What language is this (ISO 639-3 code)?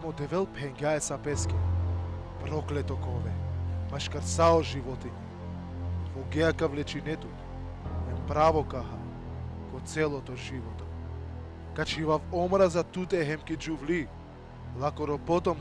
rmn